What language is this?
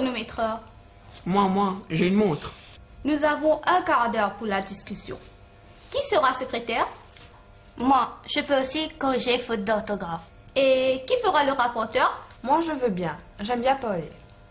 French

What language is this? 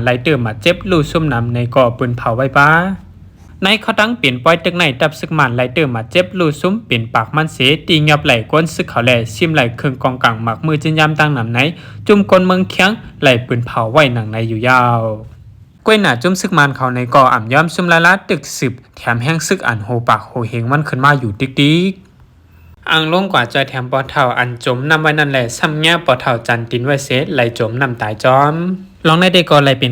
Shan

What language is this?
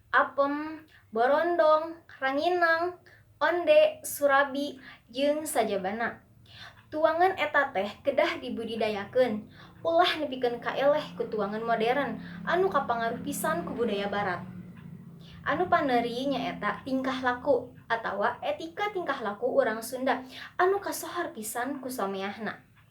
Sundanese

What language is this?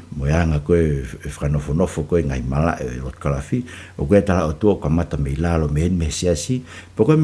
Tongan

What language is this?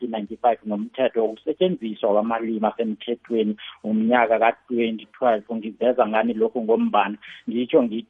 South Ndebele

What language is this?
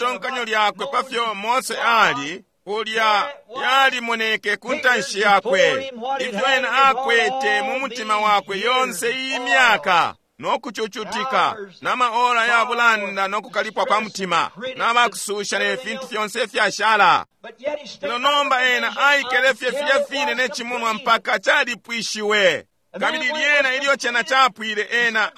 Bemba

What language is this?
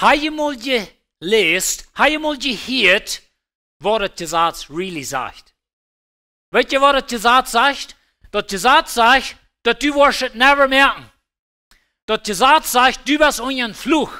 Plautdietsch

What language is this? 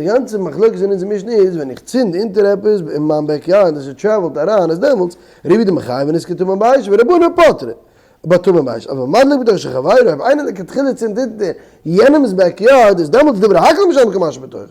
Yiddish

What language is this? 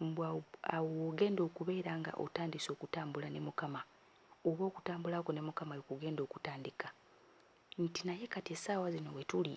Ganda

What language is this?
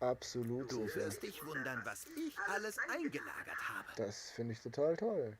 Bavarian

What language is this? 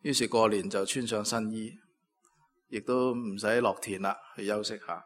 Cantonese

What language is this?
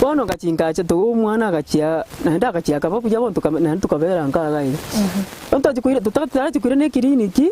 Gusii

